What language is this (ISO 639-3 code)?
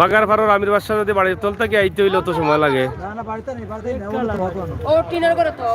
syl